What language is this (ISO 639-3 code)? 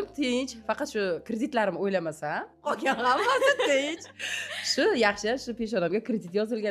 uzb